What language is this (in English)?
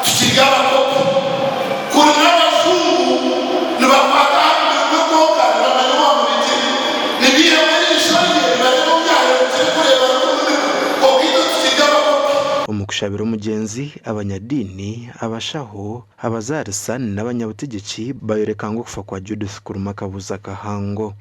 Nyankole